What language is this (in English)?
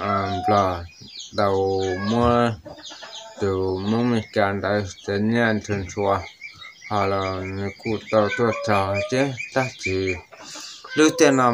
Hmong